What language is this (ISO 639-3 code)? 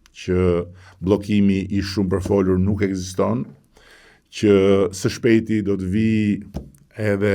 sqi